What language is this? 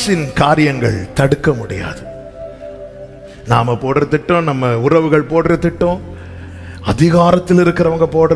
Tamil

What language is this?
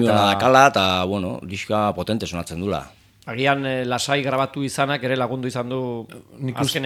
Basque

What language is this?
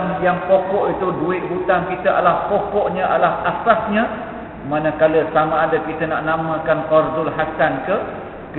Malay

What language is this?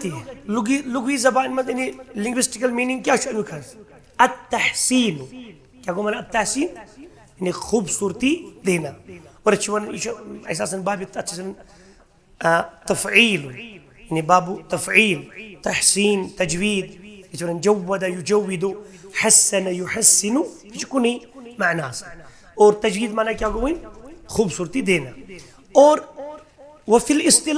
Kashmiri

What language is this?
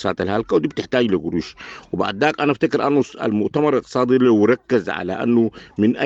Sudanese Arabic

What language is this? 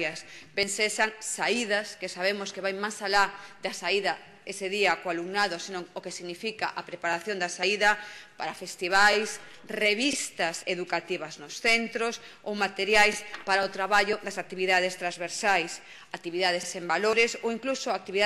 Galician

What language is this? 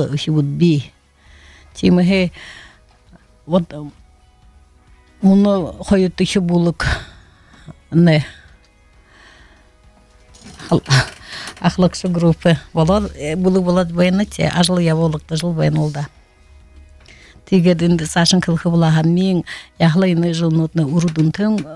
Buriat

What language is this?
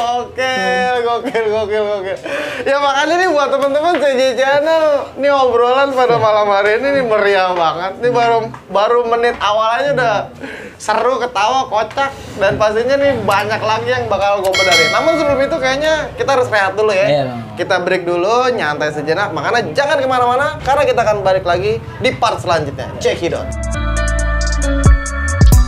Indonesian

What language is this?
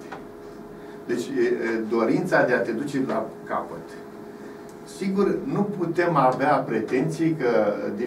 Romanian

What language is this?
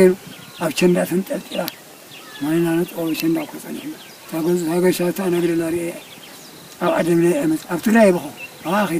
Tigrinya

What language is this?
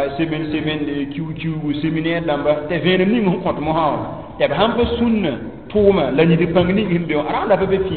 Mossi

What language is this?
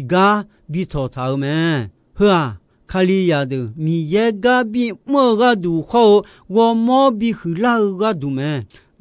Akha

